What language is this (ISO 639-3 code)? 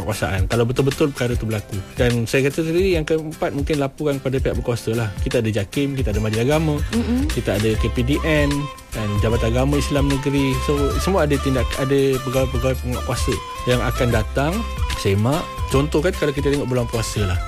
msa